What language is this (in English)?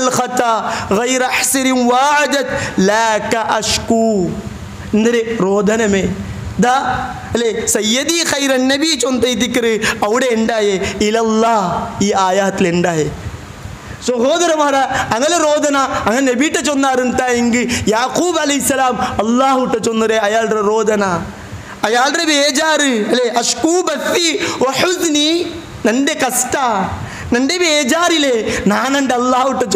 Malayalam